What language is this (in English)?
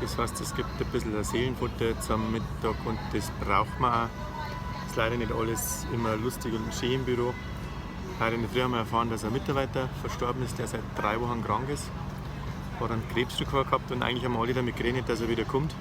Bavarian